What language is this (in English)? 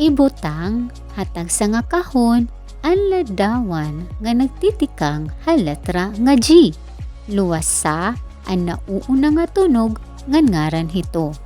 Waray